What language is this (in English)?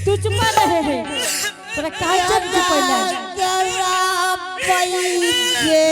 Angika